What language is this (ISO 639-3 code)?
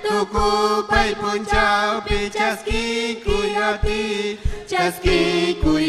quy